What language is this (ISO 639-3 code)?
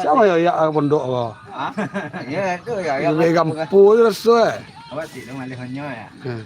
min